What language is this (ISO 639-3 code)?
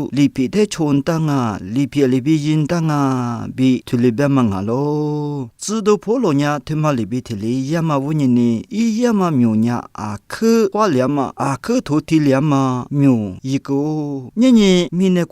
lis